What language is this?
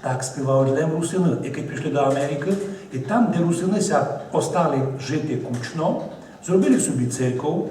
Rusyn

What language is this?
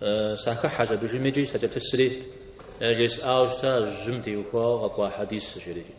Kabardian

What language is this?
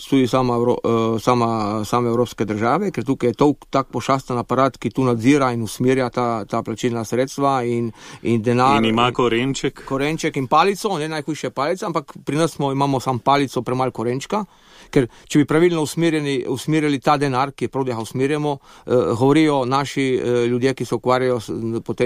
Slovenian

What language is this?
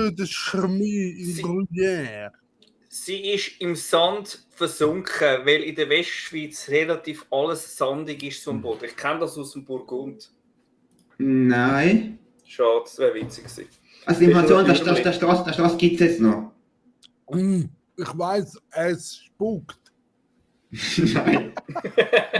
Swiss German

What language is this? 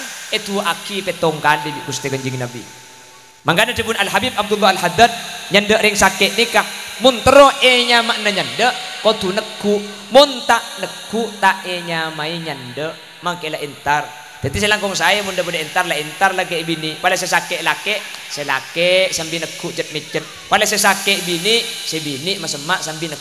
Madurese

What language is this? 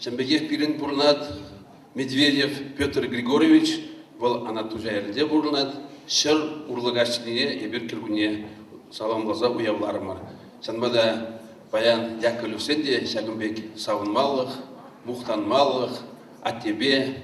Chuvash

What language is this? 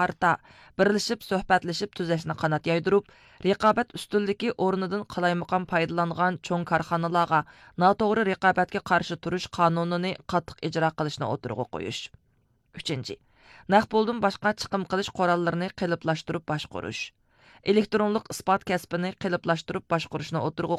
Uyghur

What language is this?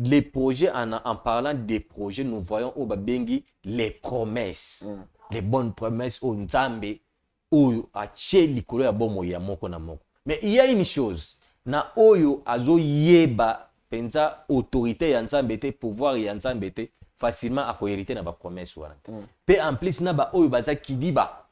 Lingala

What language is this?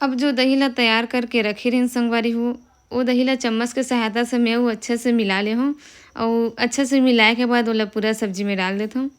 Chhattisgarhi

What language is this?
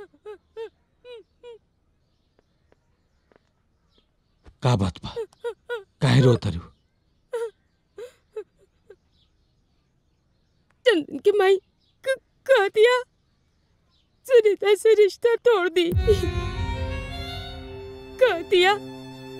Bhojpuri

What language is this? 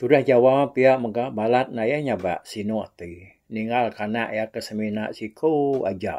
Iban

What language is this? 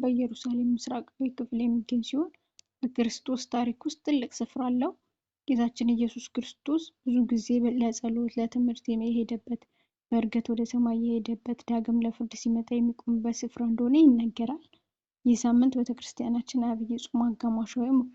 Amharic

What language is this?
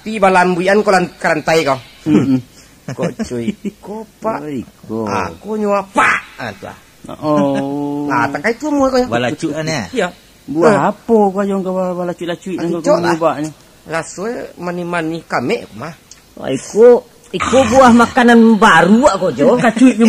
Minangkabau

